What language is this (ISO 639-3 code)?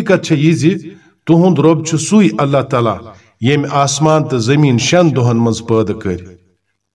kas